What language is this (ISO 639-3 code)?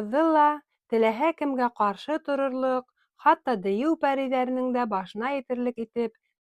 bak